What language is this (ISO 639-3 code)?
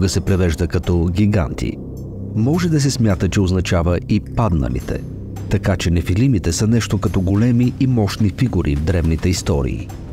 bul